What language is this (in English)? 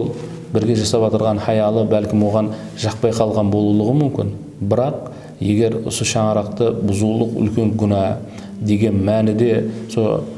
Kara-Kalpak